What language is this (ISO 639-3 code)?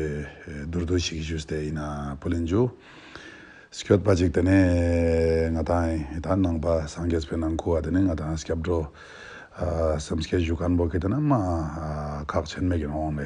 lbj